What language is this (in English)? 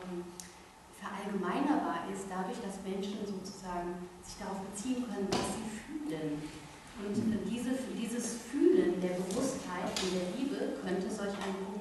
German